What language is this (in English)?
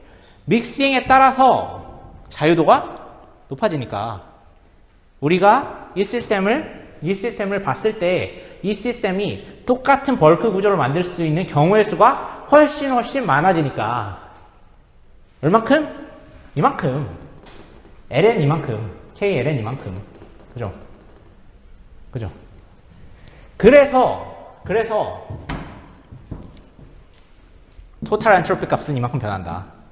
Korean